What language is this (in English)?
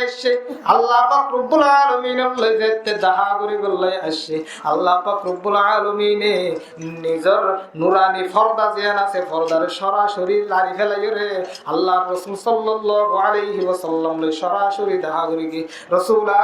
Rohingya